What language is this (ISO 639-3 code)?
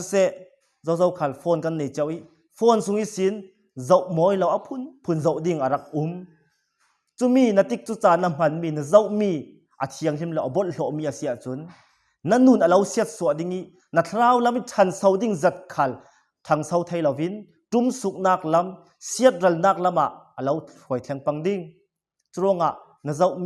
cfm